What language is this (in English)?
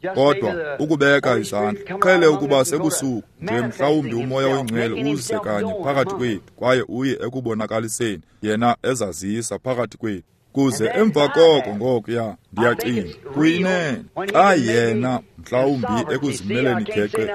Xhosa